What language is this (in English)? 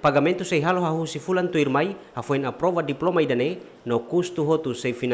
Tetum